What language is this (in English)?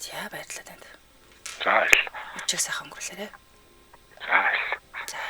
Mongolian